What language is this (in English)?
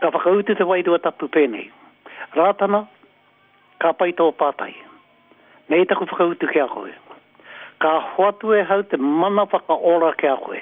Māori